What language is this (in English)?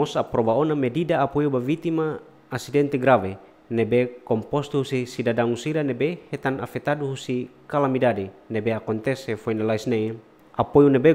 Tetum